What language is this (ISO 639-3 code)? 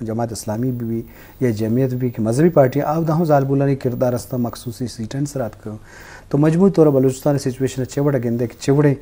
bgp